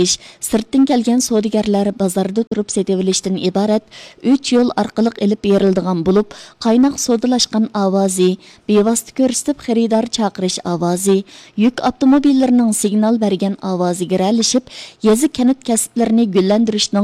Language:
Uyghur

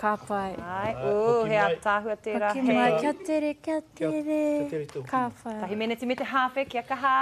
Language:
Māori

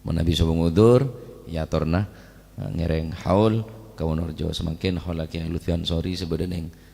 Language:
Madurese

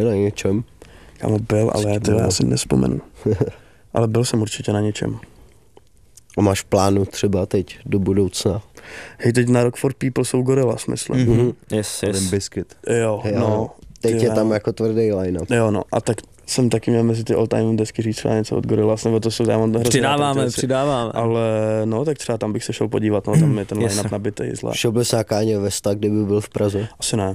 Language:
Czech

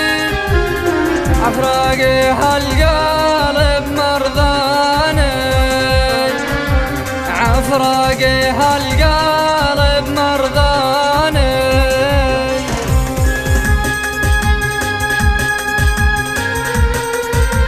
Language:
Arabic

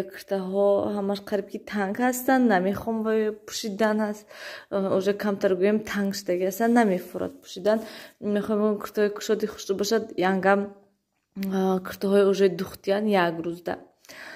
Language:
Tajik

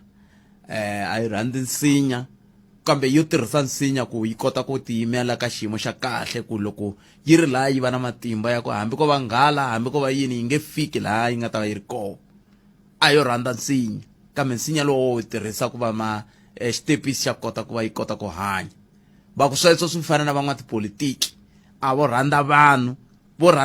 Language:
Tsonga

